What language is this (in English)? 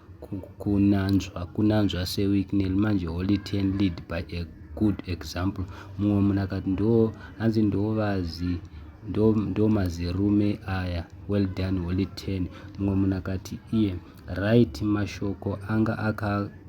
Shona